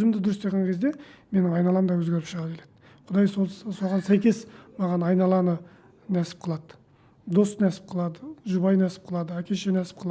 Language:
Kazakh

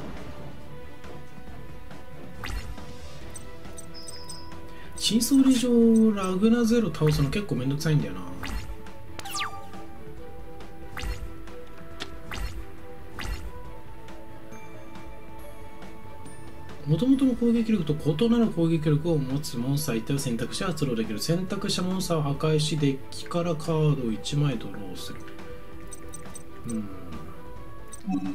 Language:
Japanese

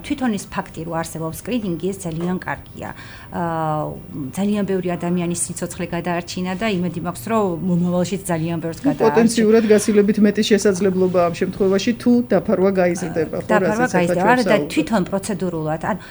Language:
Georgian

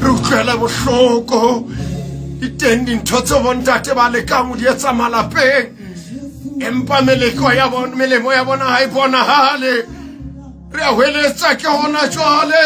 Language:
Southern Sotho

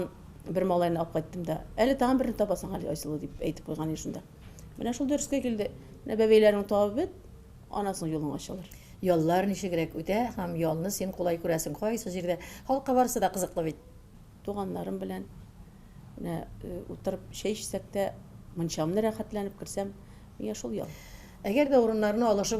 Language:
Tatar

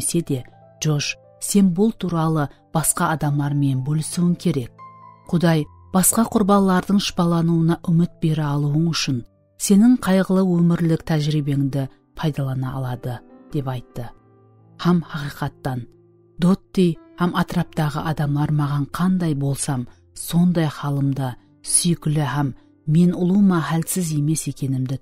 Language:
Kara-Kalpak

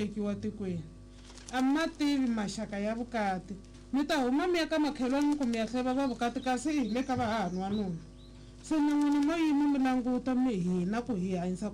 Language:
Tsonga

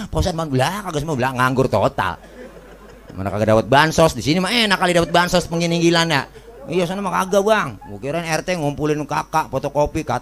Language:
Betawi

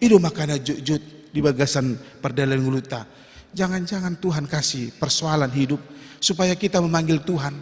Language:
Batak Toba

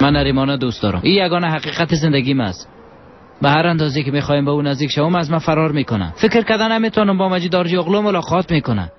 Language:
Persian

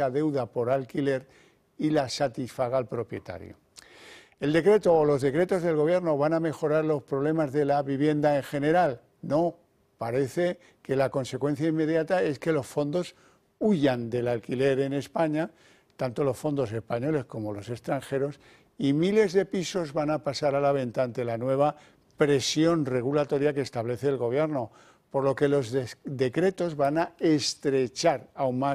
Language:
Spanish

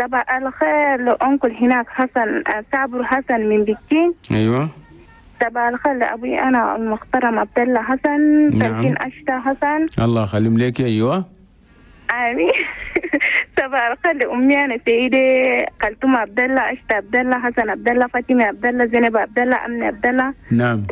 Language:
Chadian Arabic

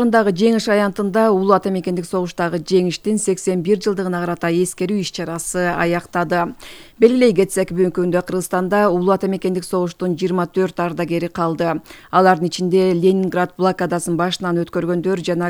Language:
Kyrgyz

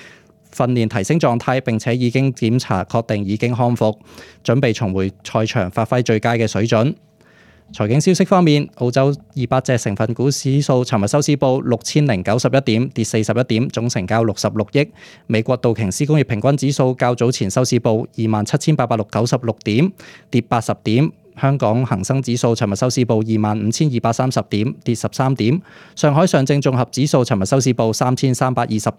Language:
Cantonese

